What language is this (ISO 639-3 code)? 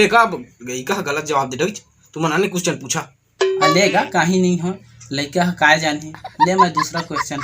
hne